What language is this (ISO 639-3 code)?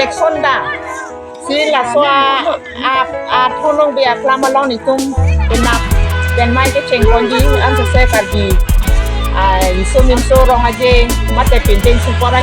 mjw